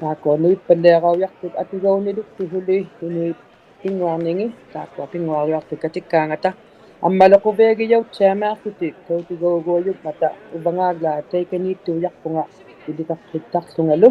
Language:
Inuktitut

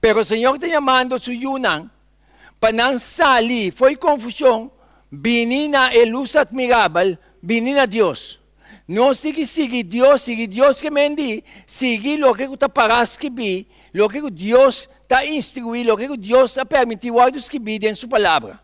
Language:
Papiamento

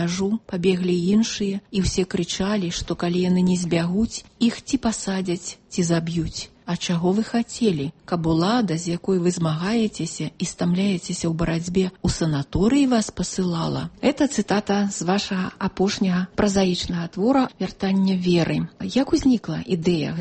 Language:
Belarusian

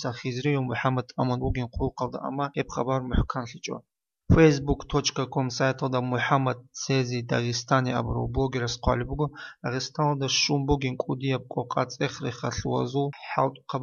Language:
Avaric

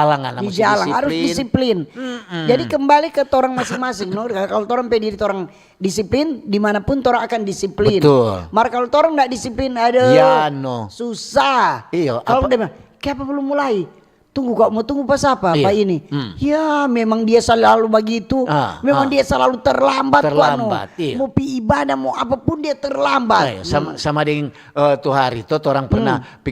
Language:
Manado Malay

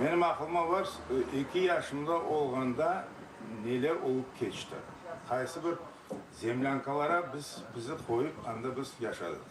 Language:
Crimean Tatar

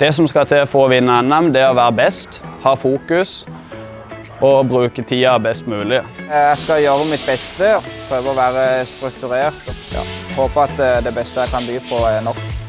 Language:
Norwegian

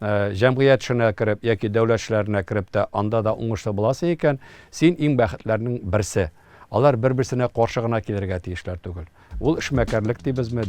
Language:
Tatar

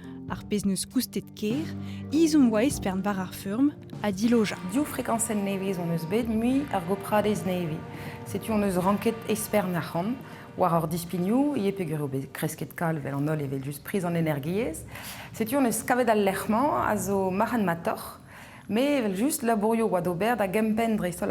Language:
Breton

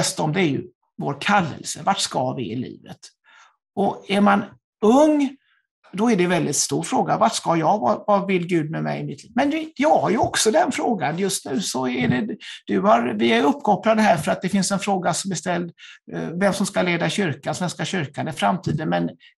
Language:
Swedish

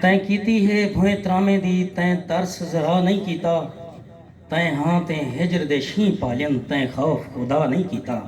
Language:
Saraiki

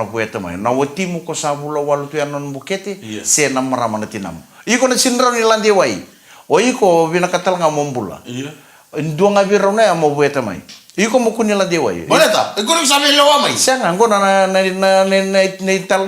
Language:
Fijian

